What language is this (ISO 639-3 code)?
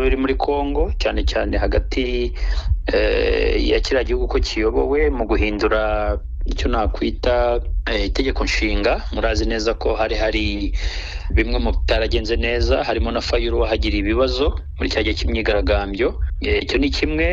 kin